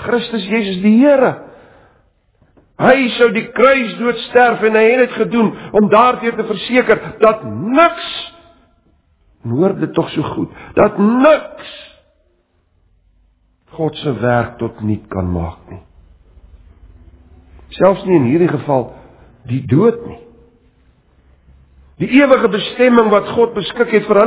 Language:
Afrikaans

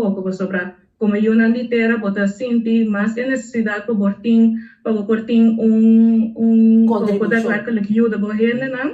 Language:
Papiamento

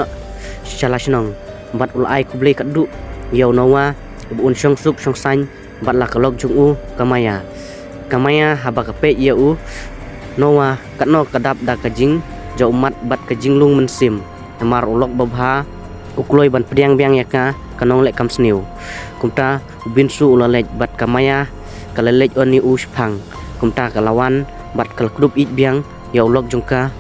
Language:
Khasi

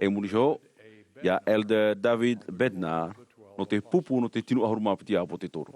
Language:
Tahitian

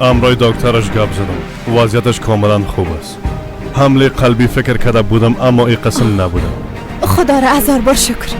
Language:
Persian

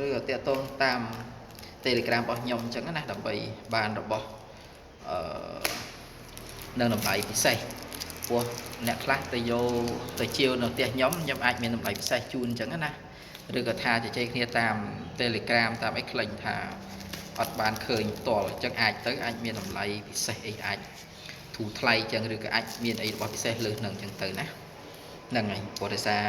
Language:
Khmer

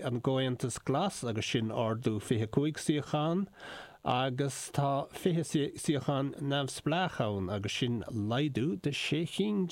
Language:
Irish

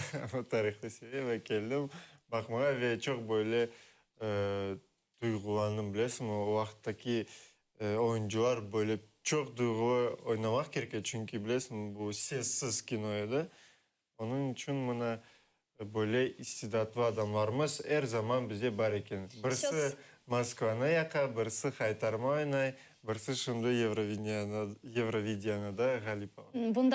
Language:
Crimean Tatar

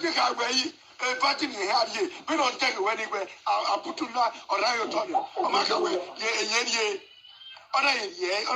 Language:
Nigerian Pidgin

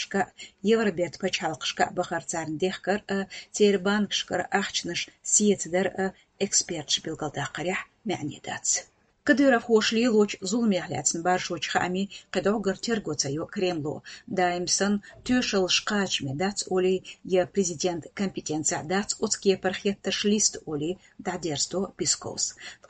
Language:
Chechen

